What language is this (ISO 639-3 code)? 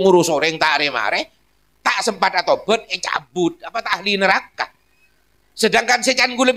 mad